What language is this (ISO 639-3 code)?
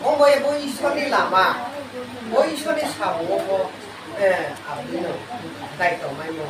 ria